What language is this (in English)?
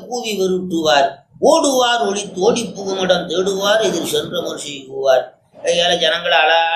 Tamil